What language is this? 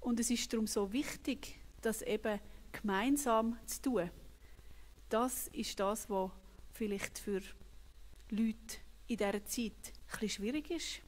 Swiss German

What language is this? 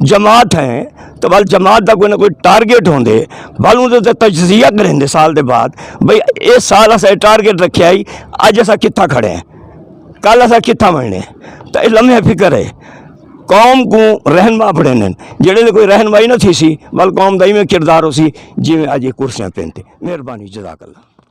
Saraiki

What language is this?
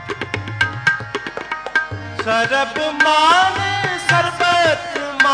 Punjabi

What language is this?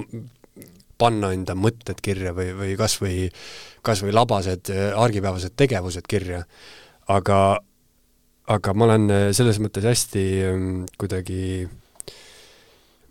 Estonian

